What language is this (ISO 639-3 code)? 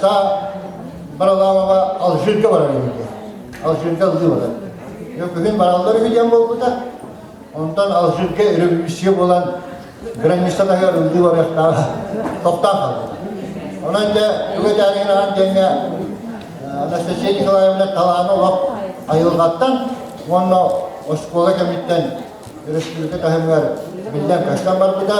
sah